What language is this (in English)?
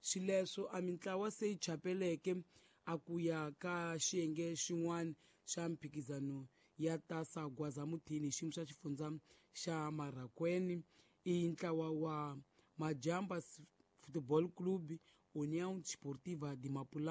Tsonga